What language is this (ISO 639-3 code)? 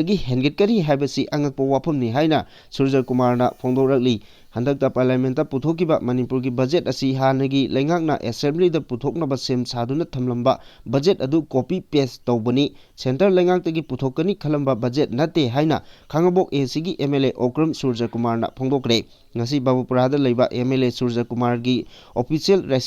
mni